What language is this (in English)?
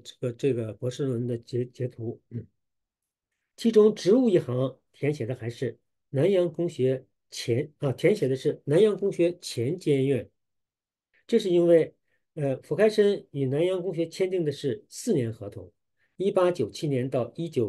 Chinese